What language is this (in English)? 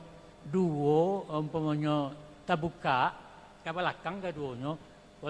Minangkabau